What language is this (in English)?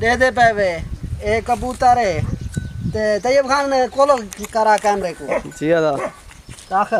Saraiki